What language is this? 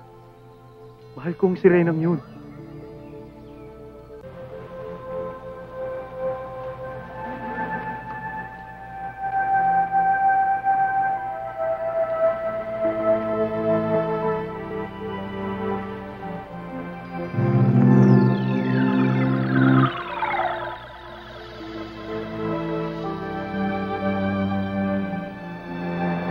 Filipino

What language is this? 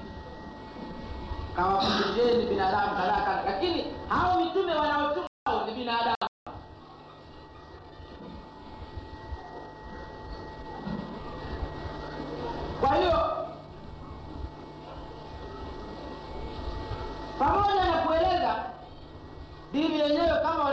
Swahili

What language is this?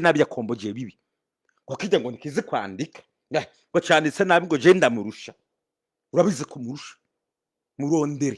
Rundi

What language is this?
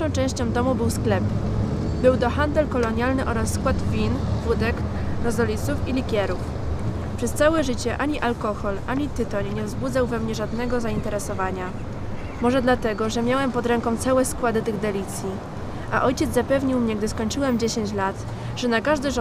Polish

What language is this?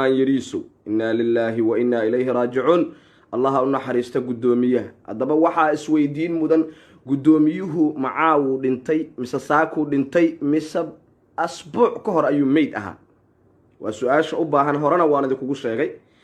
Somali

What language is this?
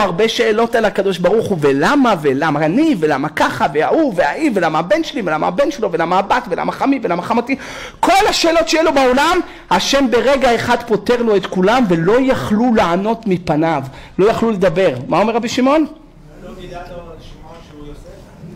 Hebrew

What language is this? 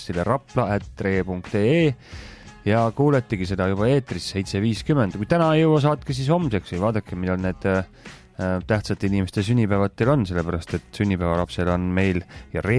Estonian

